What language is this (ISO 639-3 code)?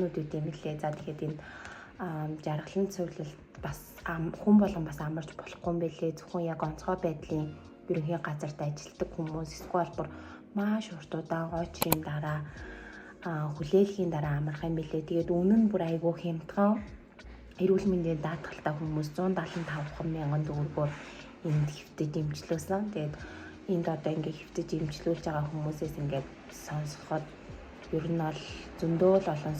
mon